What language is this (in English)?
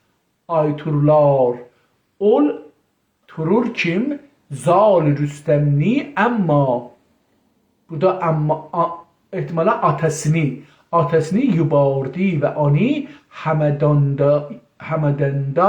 South Azerbaijani